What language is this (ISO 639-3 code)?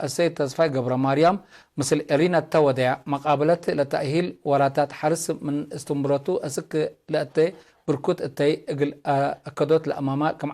tig